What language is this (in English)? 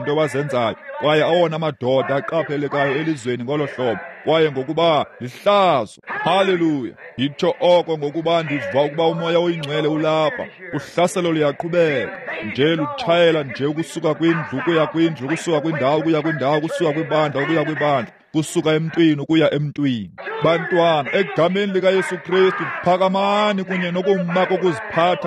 Xhosa